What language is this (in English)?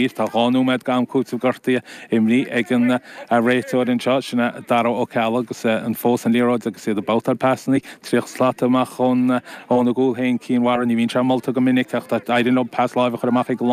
Irish